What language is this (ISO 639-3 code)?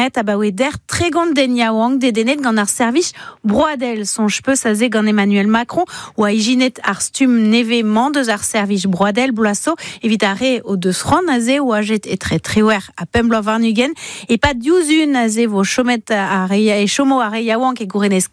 bre